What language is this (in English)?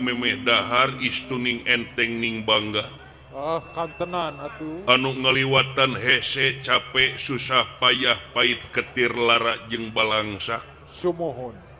Sundanese